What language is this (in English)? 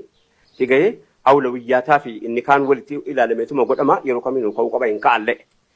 Oromo